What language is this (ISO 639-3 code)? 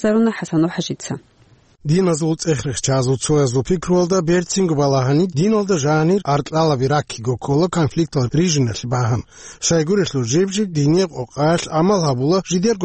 ava